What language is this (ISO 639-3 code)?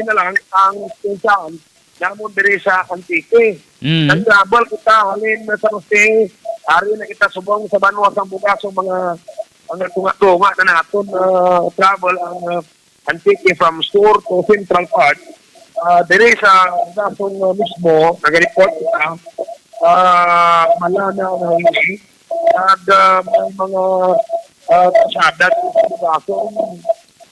hil